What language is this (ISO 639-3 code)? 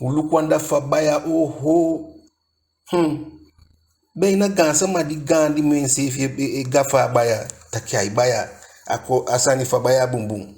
djk